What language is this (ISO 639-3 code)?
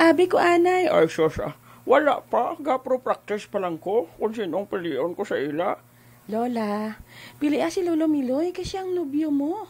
hil